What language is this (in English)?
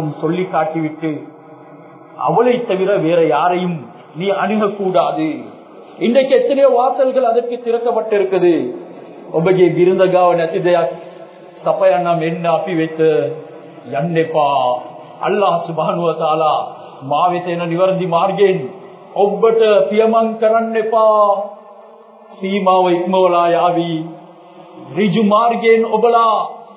Tamil